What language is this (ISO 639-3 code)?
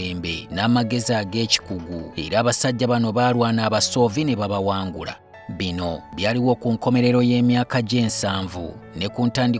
lug